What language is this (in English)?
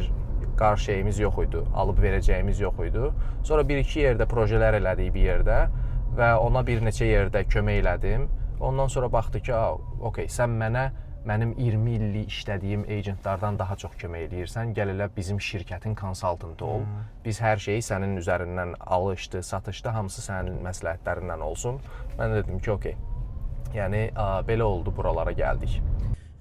Azerbaijani